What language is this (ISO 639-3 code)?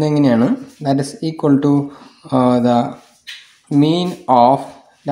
mal